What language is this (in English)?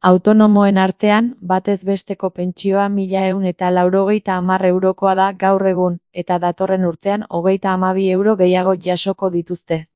Basque